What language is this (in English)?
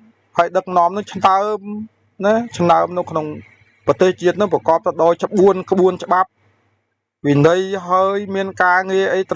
Khmer